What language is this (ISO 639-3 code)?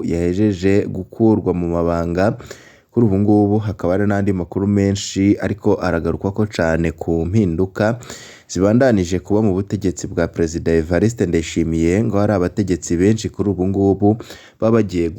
run